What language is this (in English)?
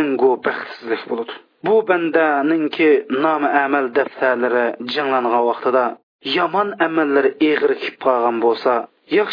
Uyghur